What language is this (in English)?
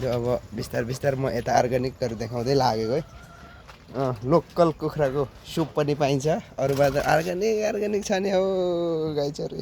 Nepali